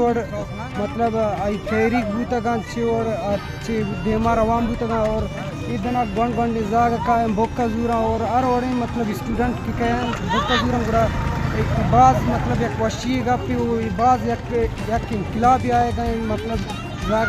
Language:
Baluchi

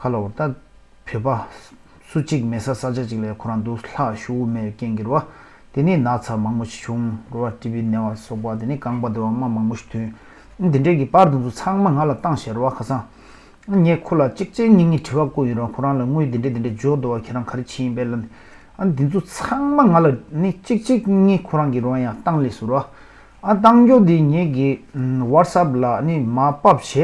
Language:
Tibetan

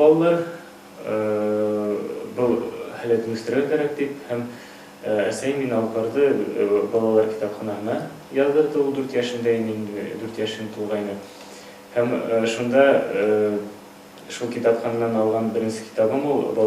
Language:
Bashkir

